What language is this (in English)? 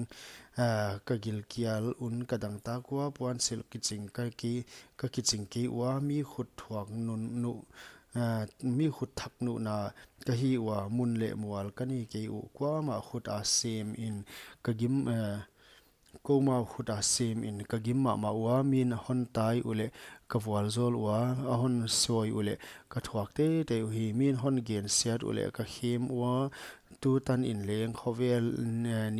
Paite Chin